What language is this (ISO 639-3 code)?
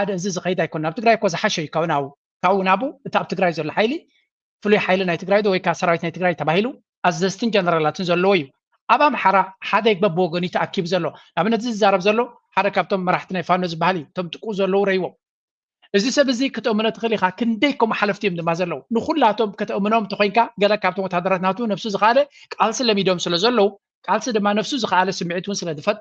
tir